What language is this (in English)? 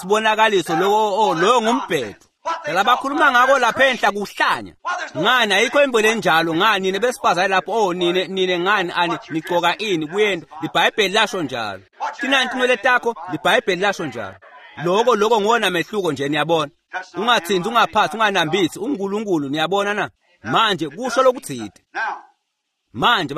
Swati